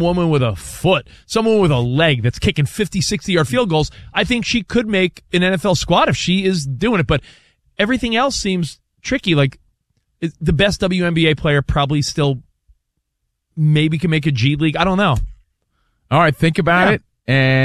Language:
English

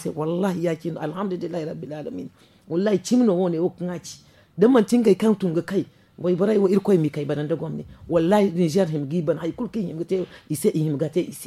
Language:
Zarma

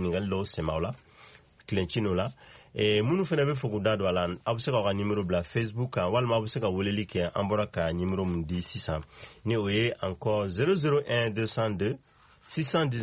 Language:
Bambara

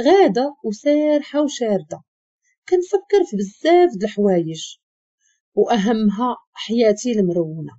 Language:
Moroccan Arabic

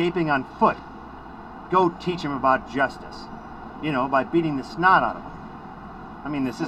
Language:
English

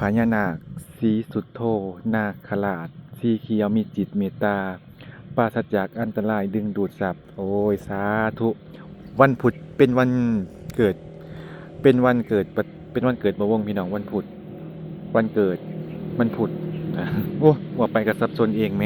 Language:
Lao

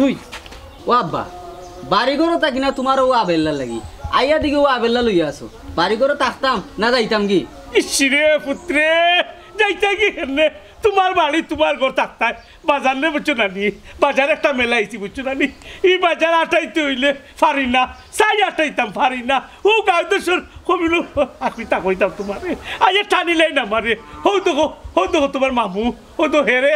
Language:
Sylheti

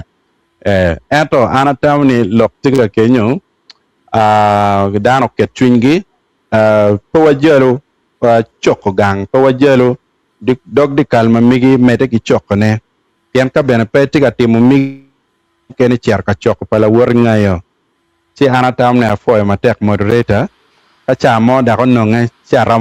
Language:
Acoli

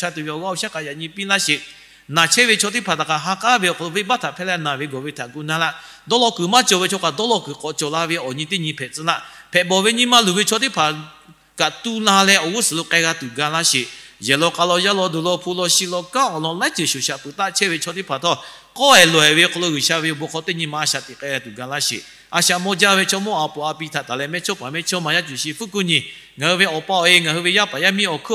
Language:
Lahu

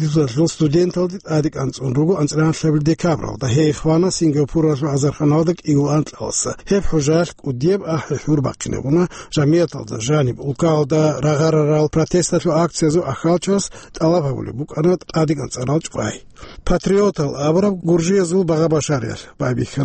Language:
Avaric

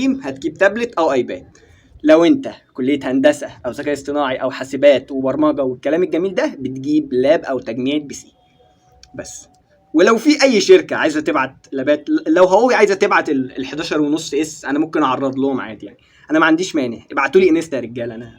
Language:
Egyptian Arabic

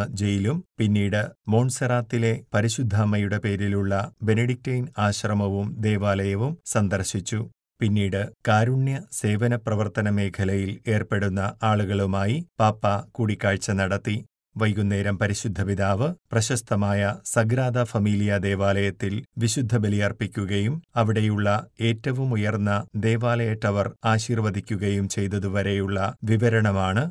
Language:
Malayalam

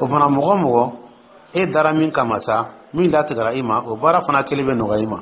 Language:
Dyula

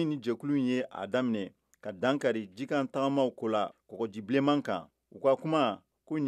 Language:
Bambara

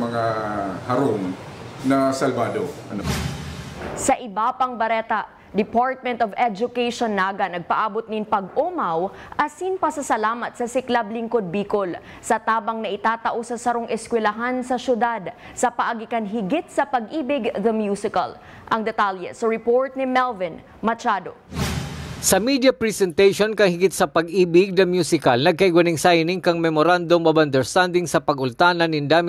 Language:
Bikol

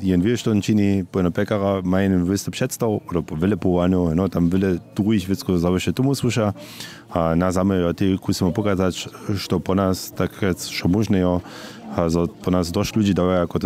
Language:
Upper Sorbian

